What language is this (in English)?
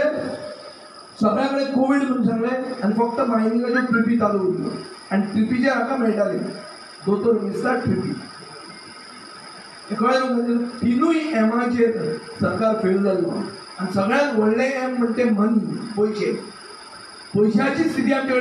Konkani